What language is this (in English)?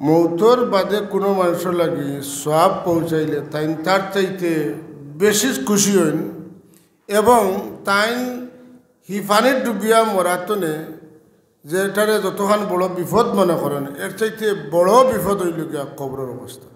Sylheti